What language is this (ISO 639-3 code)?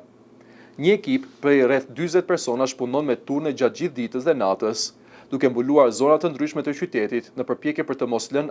sqi